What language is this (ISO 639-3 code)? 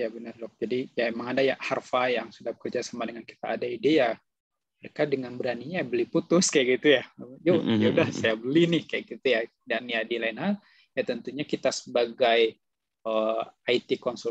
ind